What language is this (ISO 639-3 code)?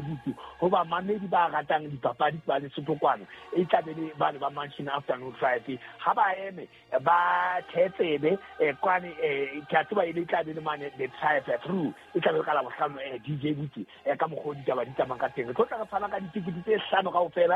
sot